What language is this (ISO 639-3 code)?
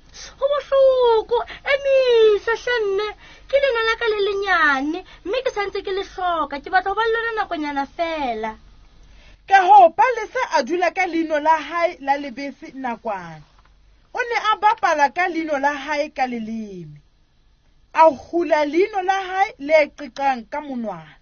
sot